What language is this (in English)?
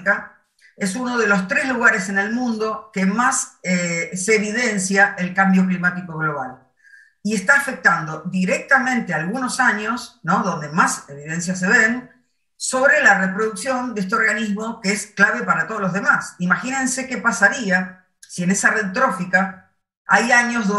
Spanish